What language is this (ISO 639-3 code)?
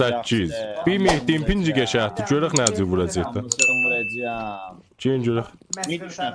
azb